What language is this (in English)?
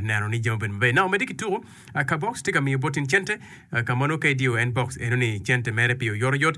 Acoli